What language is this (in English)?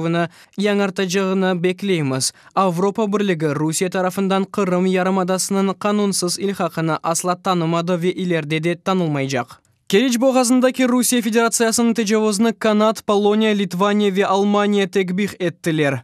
Crimean Tatar